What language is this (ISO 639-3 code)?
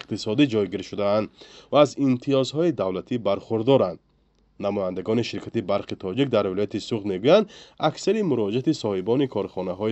tgk